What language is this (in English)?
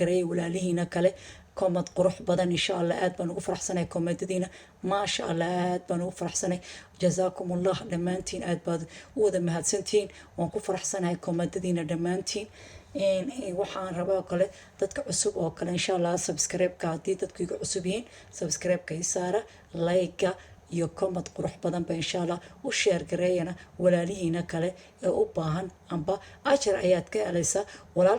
Somali